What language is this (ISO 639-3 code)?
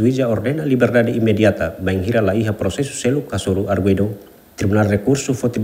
tet